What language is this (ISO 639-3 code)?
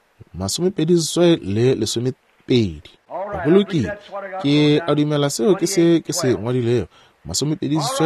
nso